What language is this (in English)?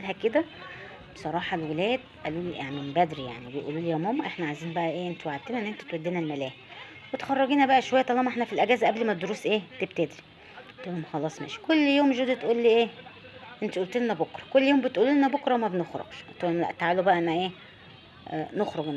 Egyptian Arabic